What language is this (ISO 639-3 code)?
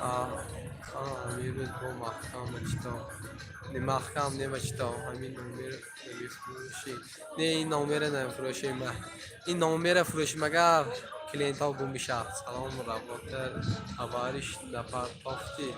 tgk